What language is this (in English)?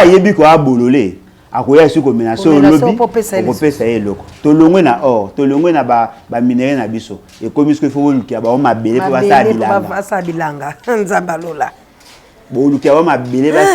Lingala